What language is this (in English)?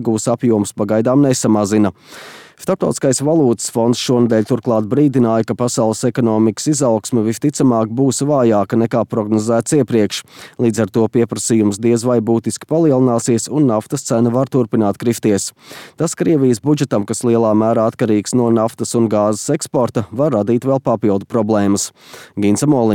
Latvian